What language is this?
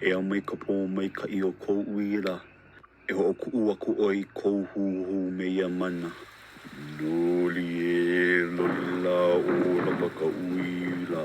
Hawaiian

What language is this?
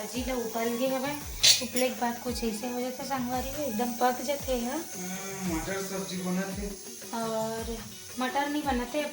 Chhattisgarhi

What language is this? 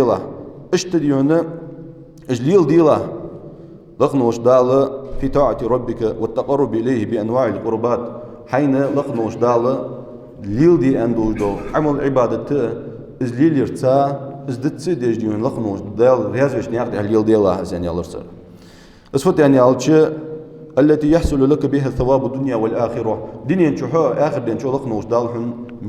Ingush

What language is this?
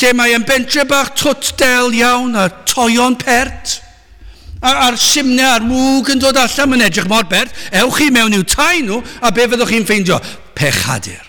Welsh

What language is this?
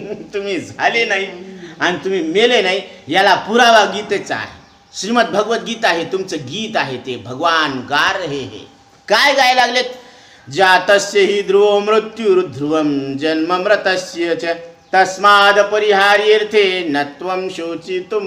Marathi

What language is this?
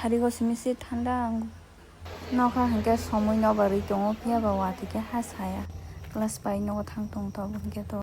Kok Borok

